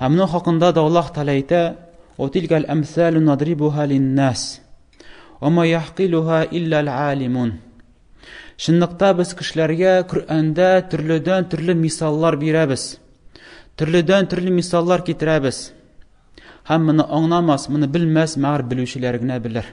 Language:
Tatar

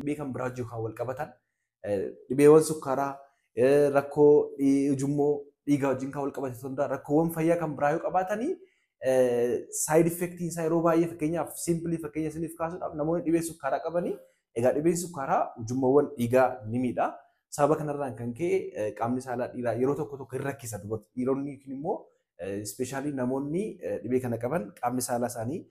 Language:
Oromo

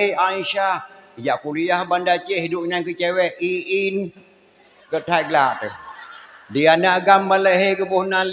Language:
Achinese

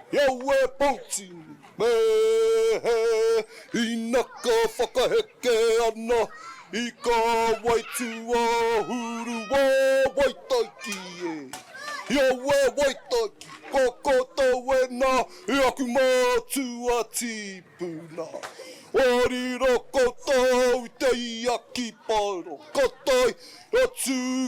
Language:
Māori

